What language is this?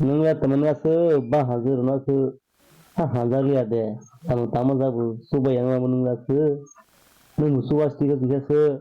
Kok Borok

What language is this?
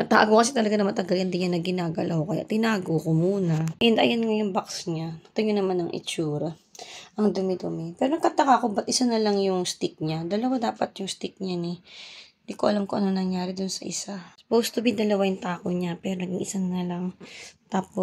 Filipino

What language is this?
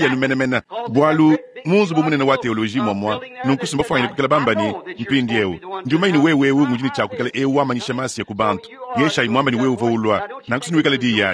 Luba-Lulua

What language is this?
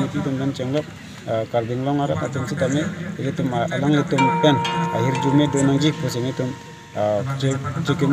Karbi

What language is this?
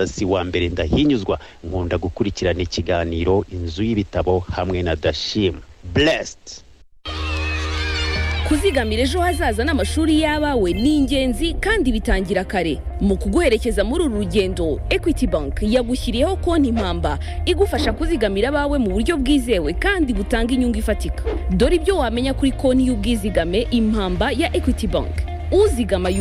Kinyarwanda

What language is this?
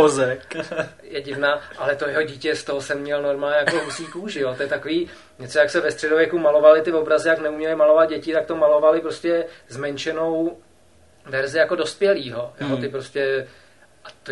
Czech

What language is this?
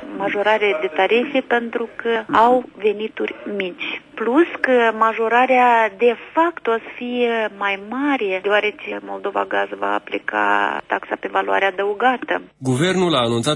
Romanian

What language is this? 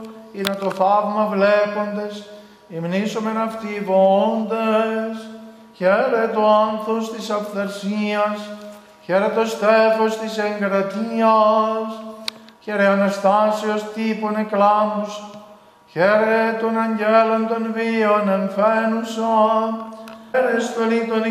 Greek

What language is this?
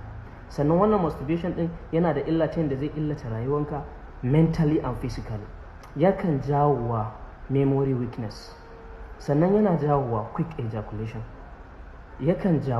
Hausa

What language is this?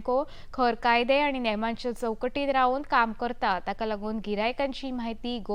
Konkani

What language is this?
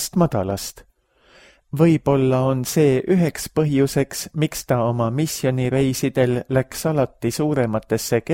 Estonian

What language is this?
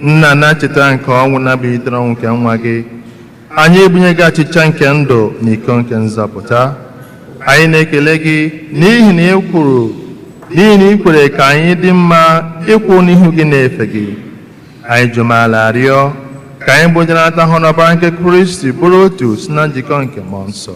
Igbo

